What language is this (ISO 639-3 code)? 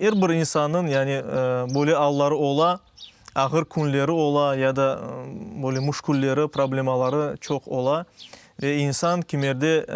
crh